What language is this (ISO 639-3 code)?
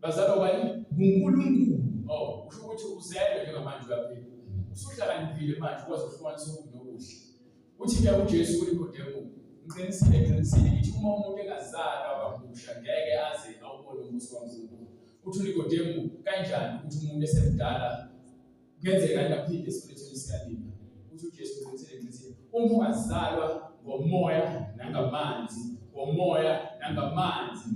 zul